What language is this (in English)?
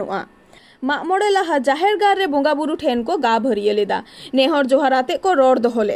Santali